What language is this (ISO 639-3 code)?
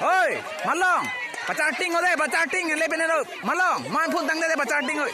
mjw